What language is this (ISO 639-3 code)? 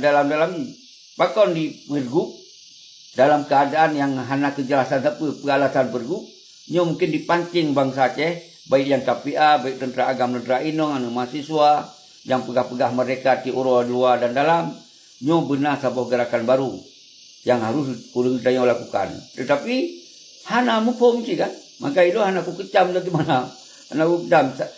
ace